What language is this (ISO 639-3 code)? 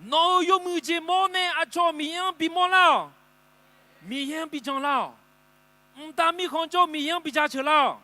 ahk